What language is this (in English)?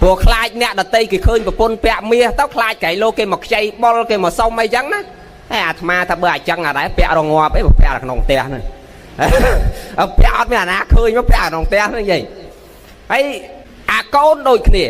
Khmer